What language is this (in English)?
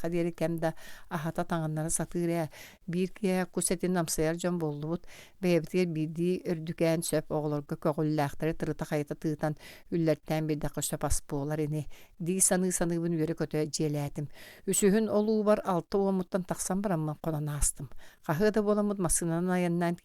Yakut